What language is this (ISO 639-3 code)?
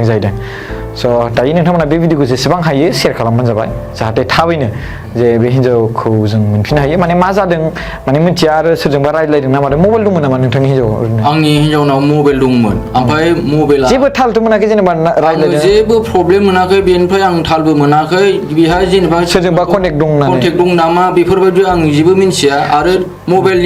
brx